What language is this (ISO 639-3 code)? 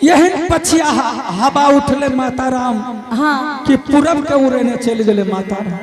anp